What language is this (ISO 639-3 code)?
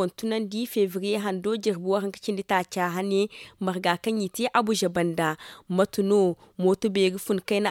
dje